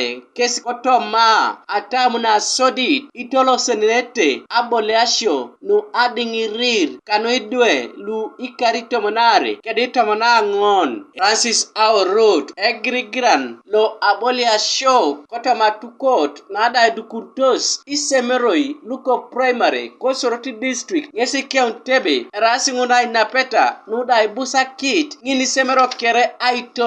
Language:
Teso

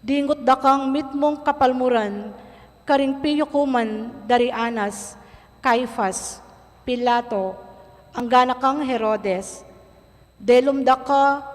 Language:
Pampanga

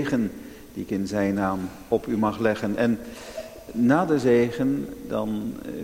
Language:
Dutch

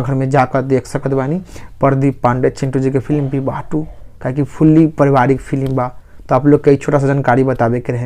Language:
Bhojpuri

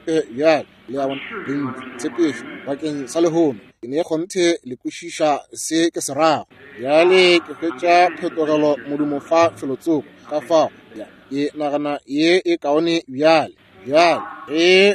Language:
Northern Sotho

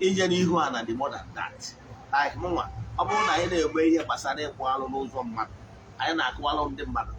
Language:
Igbo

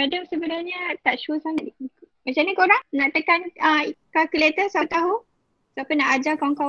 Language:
Malay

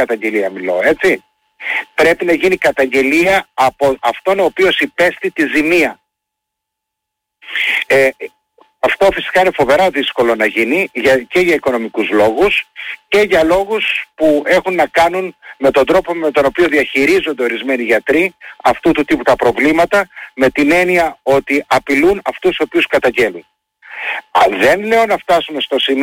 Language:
Greek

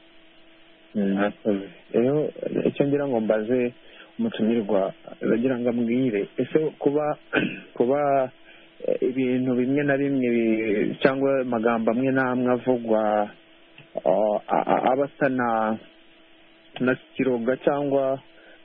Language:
Kinyarwanda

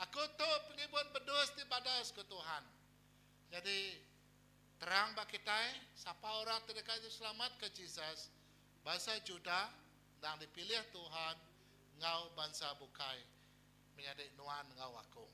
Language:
Iban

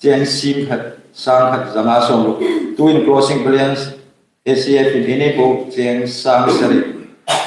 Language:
Hmar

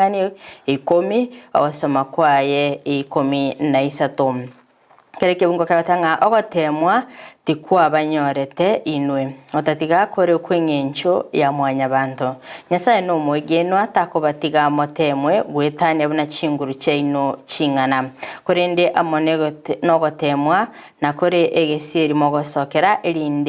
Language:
Gusii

